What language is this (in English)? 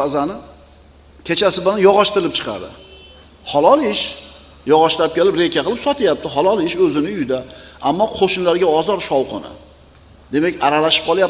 Uzbek